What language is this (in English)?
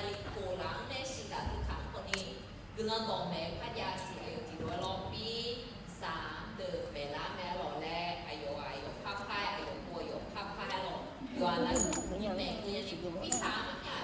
Akha